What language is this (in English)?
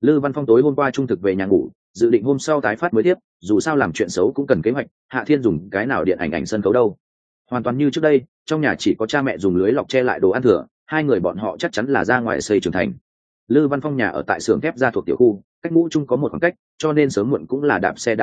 Vietnamese